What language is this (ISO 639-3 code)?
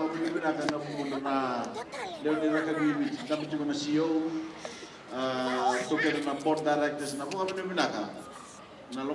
fij